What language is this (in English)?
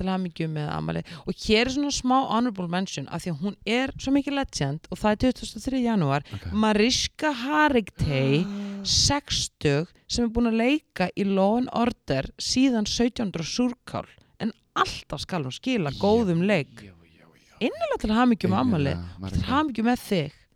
Icelandic